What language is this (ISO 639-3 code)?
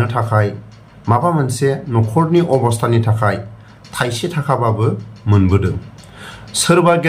brx